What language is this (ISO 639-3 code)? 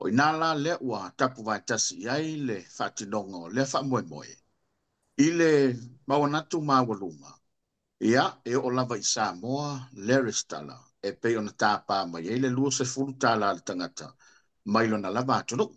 smo